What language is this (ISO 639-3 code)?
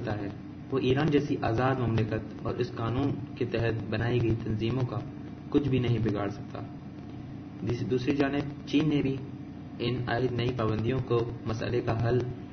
urd